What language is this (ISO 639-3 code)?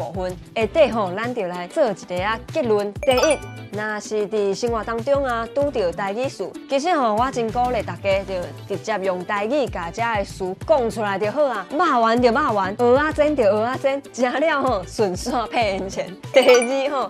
nan